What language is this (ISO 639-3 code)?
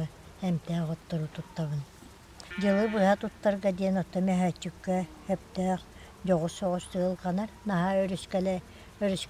sah